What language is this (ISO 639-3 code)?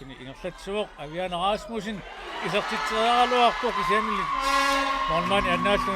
kal